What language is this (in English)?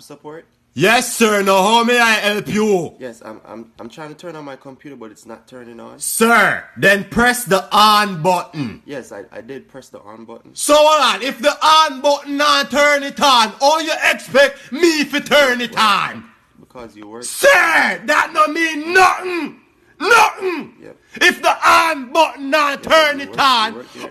Jamaican Creole English